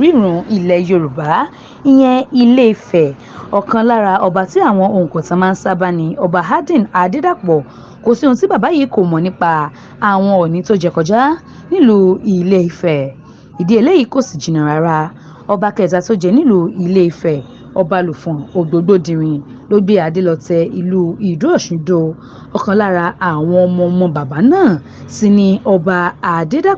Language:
Yoruba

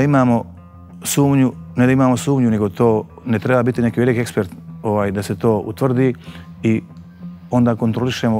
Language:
Bosnian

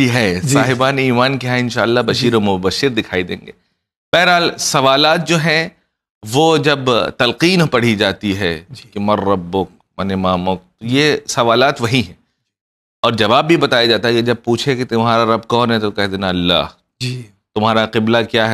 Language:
Urdu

